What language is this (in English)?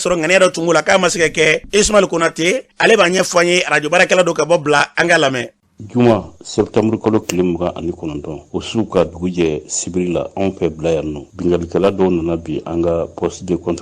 Bambara